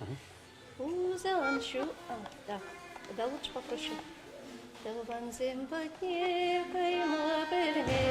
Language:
Chuvash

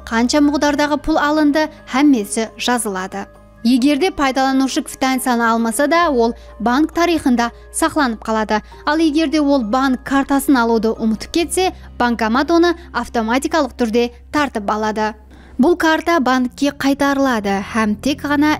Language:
Kara-Kalpak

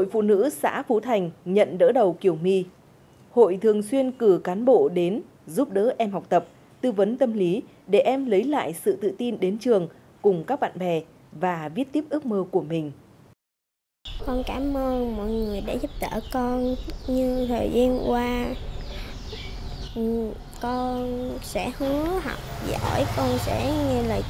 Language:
Vietnamese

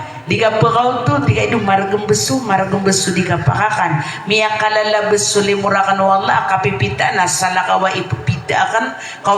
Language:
Maranao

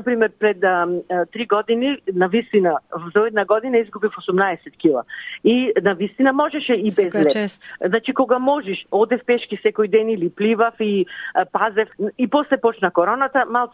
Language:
Macedonian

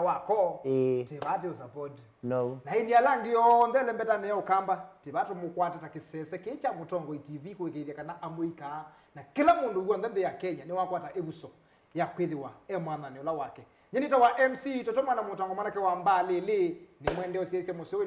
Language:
Kamba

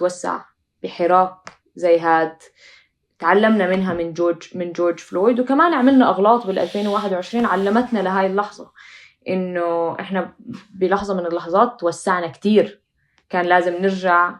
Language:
North Levantine Arabic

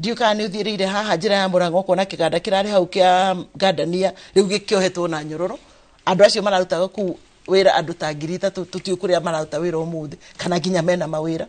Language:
Kikuyu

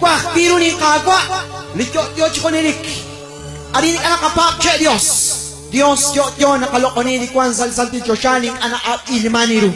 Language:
Kekchí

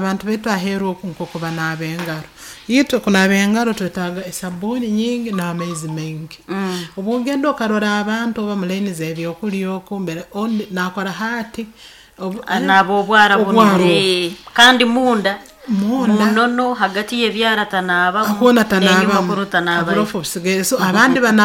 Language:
Nyoro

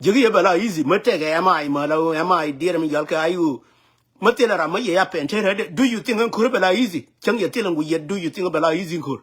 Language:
Nuer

